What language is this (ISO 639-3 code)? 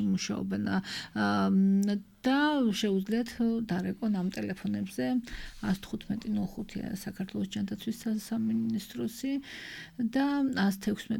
kat